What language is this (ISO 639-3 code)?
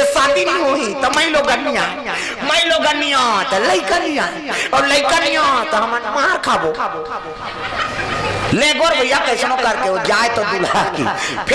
hne